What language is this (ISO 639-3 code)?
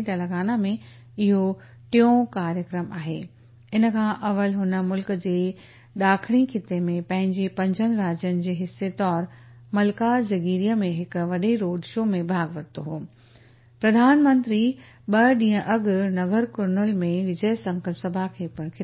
snd